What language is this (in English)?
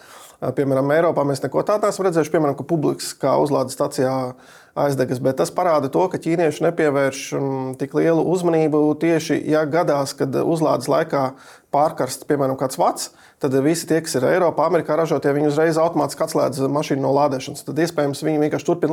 Latvian